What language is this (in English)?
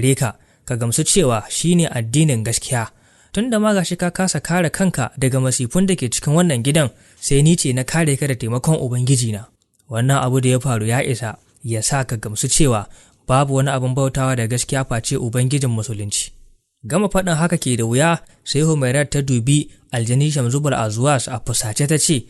Hausa